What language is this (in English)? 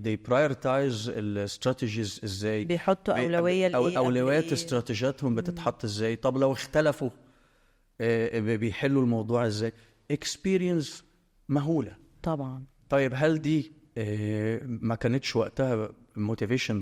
Egyptian Arabic